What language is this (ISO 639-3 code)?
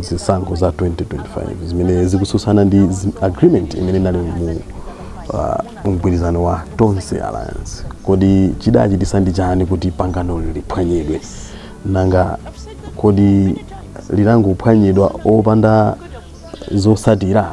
nya